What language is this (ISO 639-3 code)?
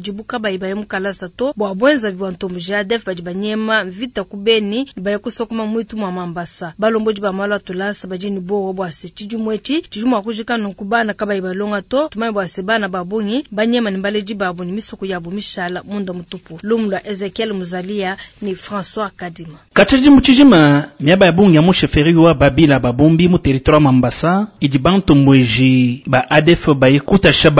lua